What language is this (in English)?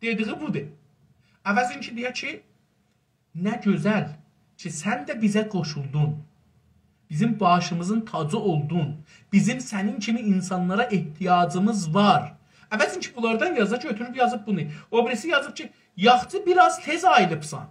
South Azerbaijani